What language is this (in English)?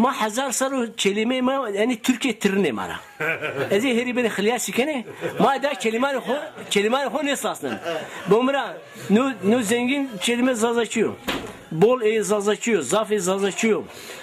Zaza